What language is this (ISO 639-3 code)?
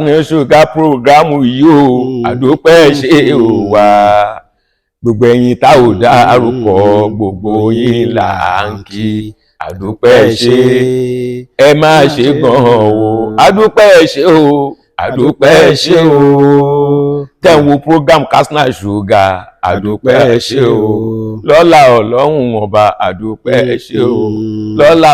yor